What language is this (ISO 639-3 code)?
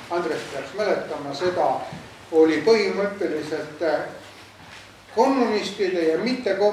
est